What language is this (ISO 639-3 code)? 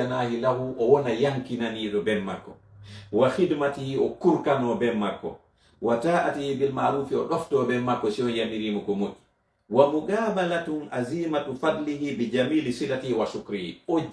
ful